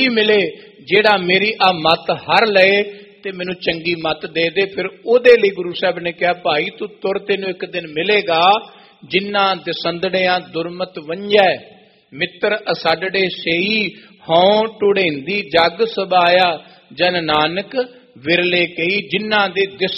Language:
Punjabi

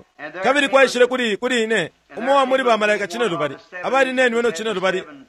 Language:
Bemba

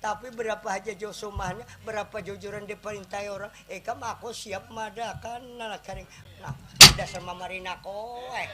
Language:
Banjar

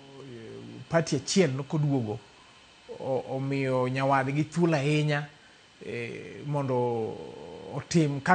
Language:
Luo (Kenya and Tanzania)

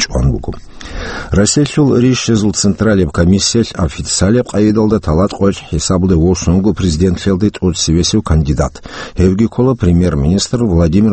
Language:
Avaric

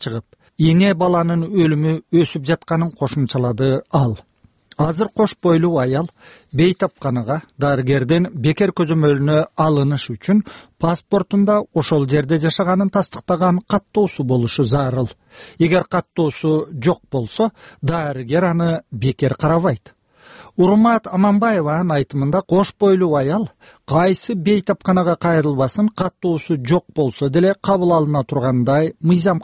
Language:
Kyrgyz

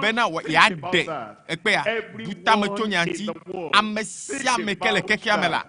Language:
Ewe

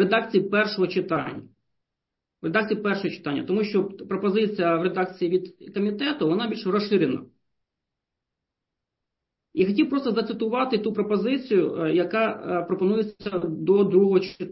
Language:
Ukrainian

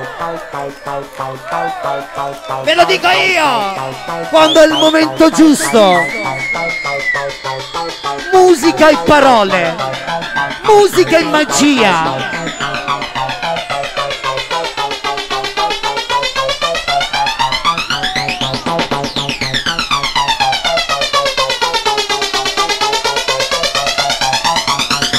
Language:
Italian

